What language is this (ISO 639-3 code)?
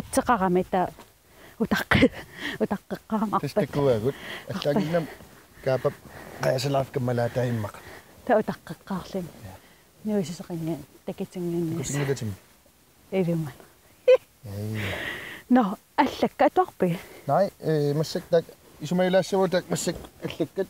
kal